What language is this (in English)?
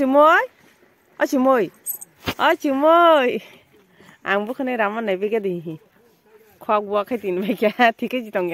Kok Borok